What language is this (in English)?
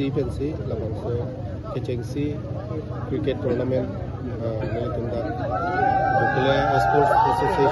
Karbi